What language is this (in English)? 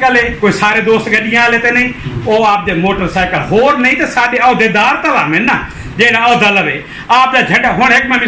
Saraiki